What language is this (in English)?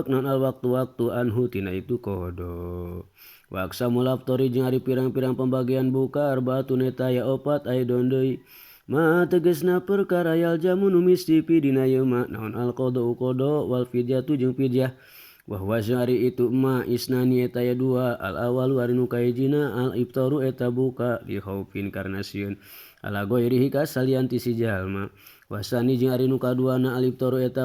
Sundanese